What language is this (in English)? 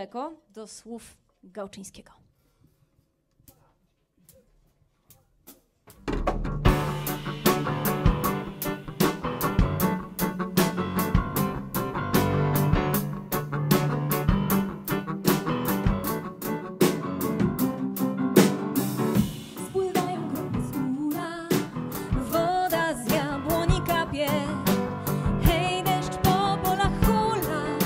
Polish